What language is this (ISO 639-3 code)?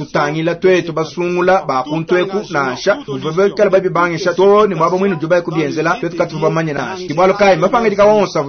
lua